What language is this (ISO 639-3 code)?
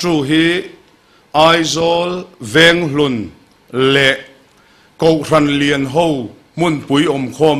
lus